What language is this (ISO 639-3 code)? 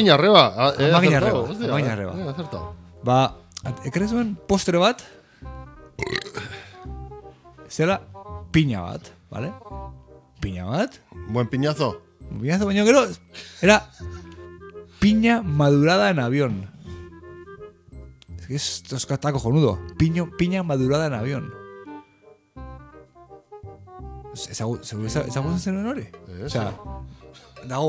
eus